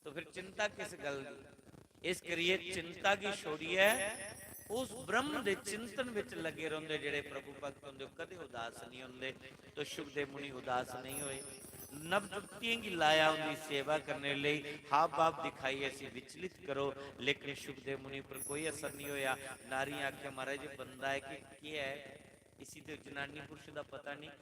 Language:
Dogri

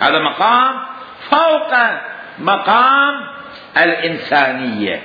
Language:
Mesopotamian Arabic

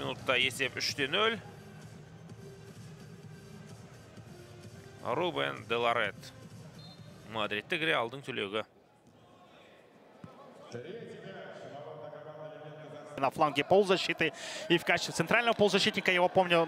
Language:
Kazakh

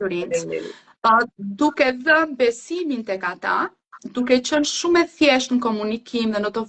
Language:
Albanian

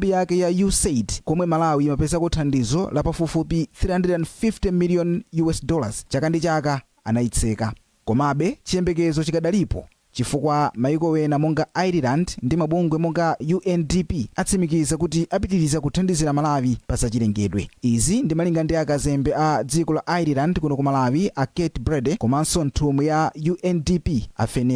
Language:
Nyanja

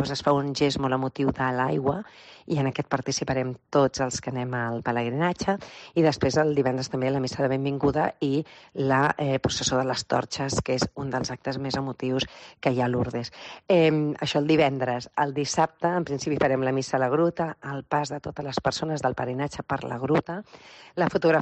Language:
Catalan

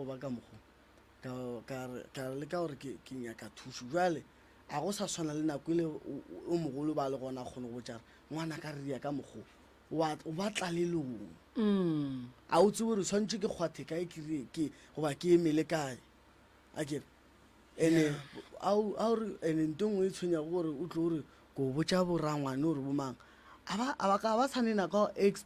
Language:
Northern Sotho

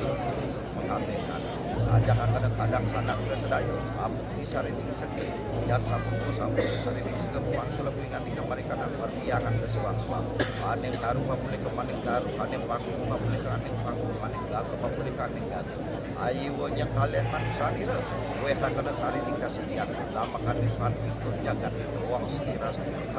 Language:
Balinese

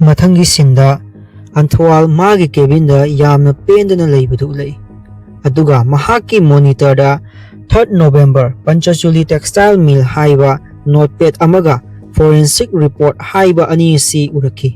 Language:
Manipuri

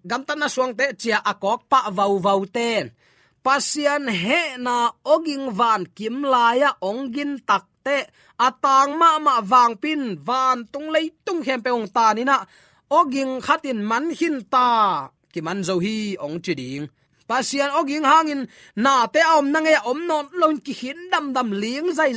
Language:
Tedim Chin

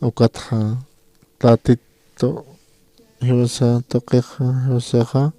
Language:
Aymara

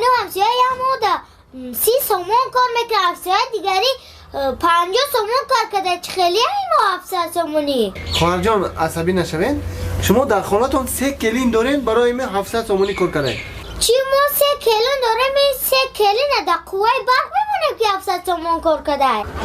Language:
Tajik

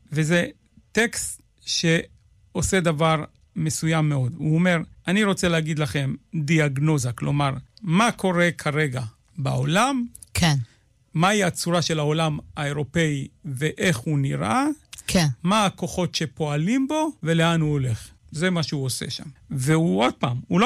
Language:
Hebrew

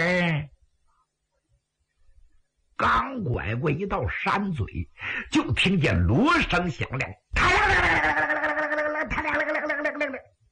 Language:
Chinese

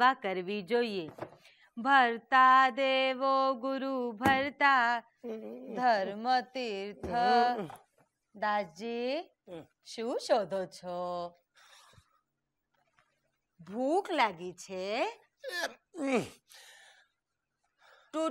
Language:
Gujarati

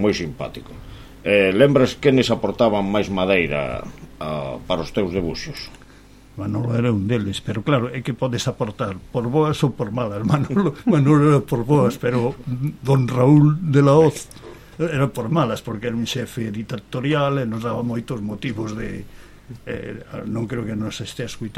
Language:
Galician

